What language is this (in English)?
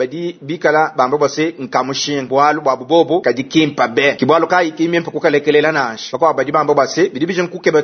Luba-Lulua